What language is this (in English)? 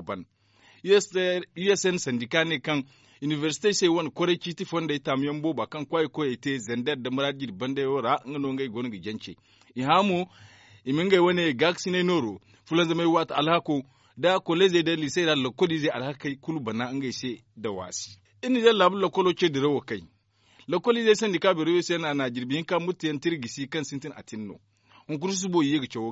Zarma